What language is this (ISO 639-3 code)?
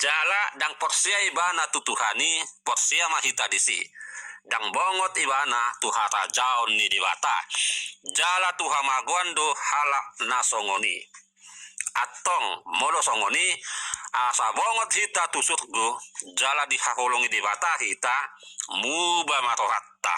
bbc